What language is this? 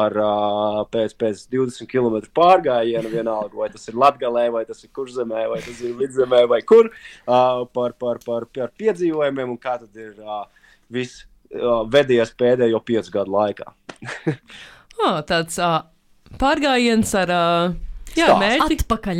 Latvian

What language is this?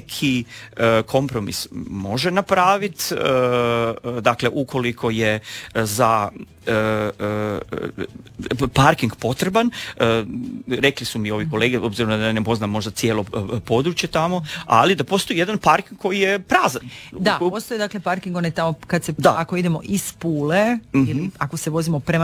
Croatian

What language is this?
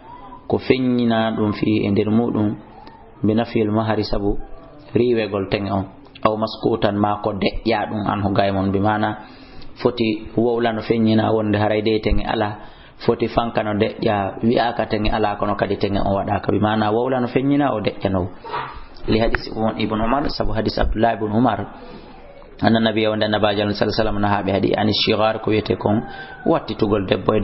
Fula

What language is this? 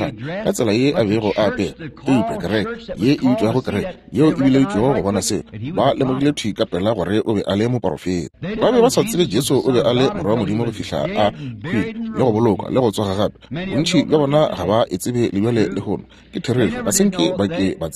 Northern Sotho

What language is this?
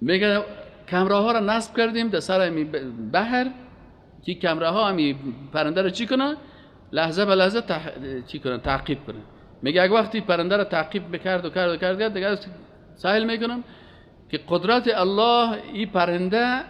Persian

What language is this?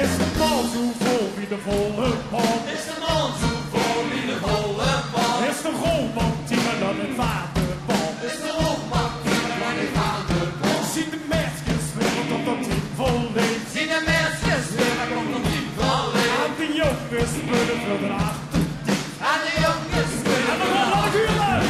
Limburgish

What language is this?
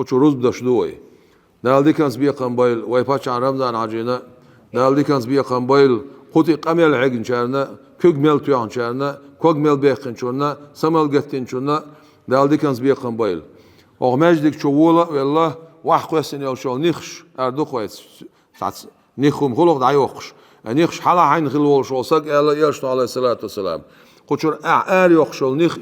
Chechen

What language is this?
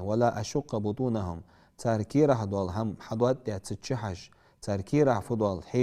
Ingush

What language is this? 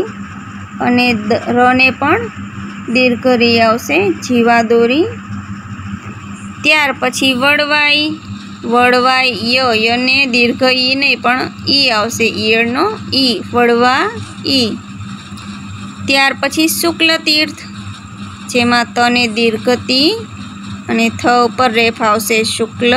Gujarati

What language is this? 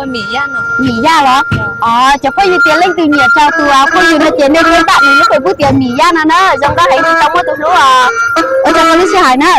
Hmong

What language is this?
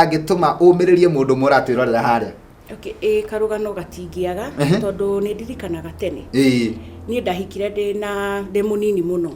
Kikuyu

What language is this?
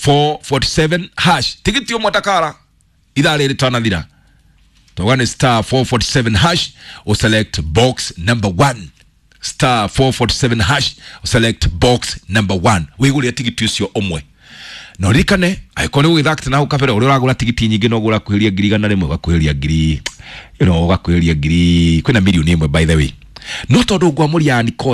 Kikuyu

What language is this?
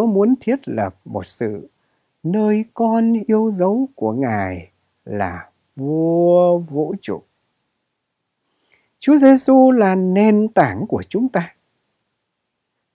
Vietnamese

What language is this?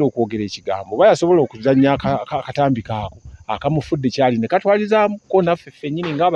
Ganda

